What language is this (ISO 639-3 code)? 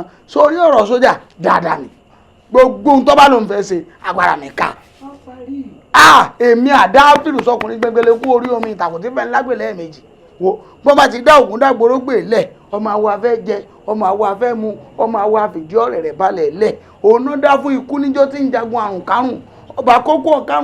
yor